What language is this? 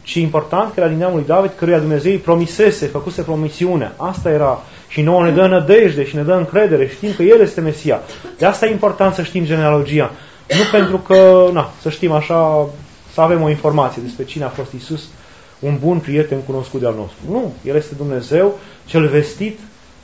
Romanian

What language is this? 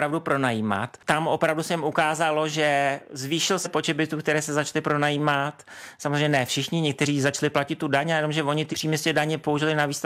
Czech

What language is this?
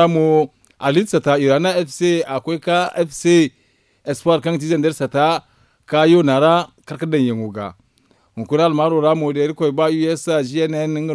Zarma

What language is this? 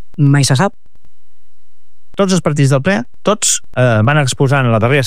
Catalan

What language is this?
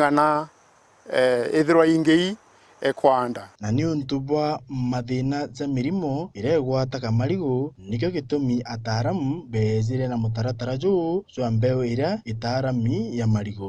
Meru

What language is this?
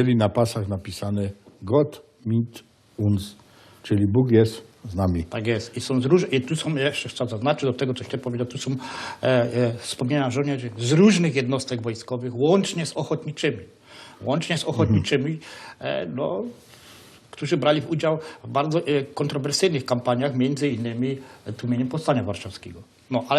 Silesian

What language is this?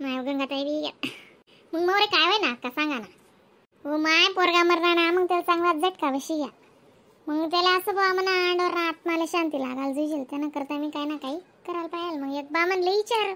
Khandesi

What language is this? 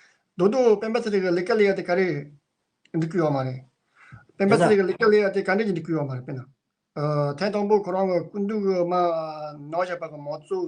Tibetan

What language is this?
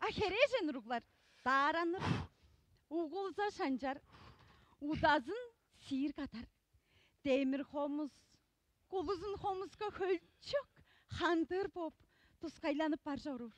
Tuvinian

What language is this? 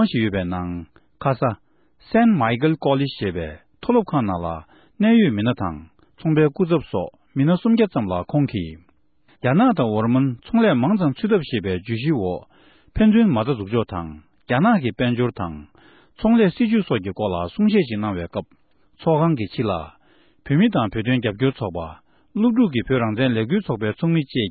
Tibetan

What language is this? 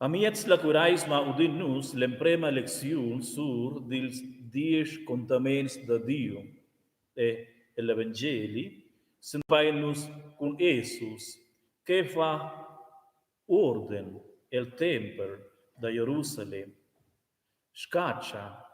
Romansh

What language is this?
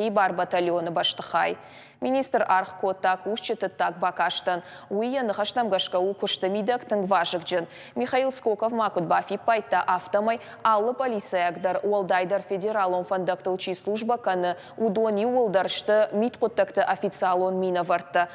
Ossetic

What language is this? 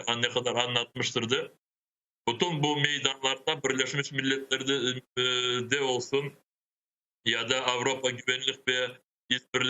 Crimean Tatar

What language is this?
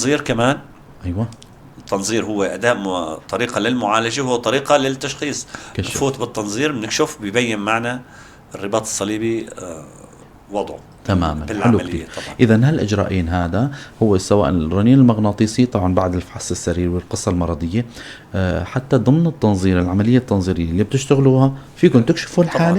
North Levantine Arabic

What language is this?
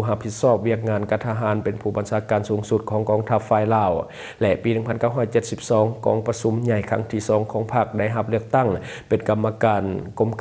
Lao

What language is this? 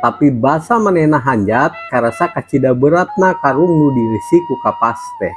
Sundanese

